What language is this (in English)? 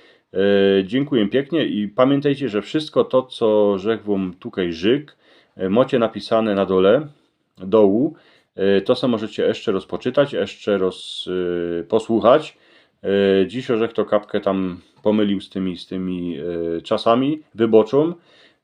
Silesian